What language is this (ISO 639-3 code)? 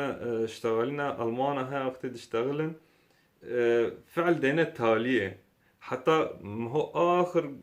kur